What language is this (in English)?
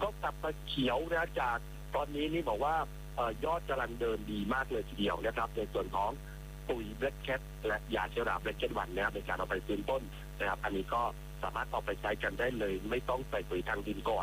Thai